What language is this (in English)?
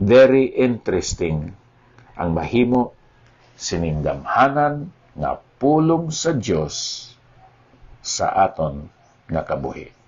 Hiligaynon